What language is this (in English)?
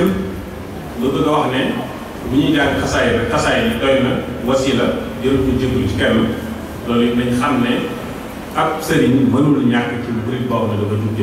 Wolof